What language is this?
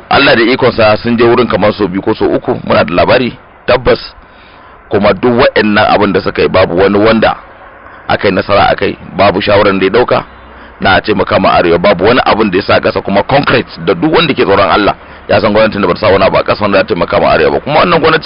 Hausa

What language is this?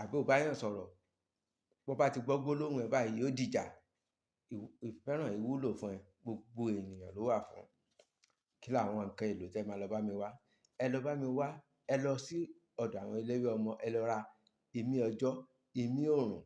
Yoruba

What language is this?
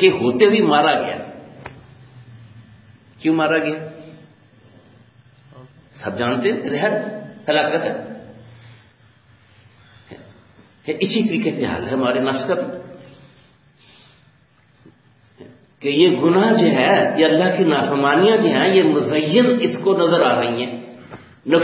Urdu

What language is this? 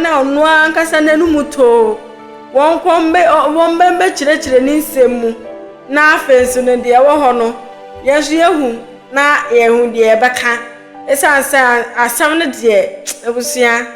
Akan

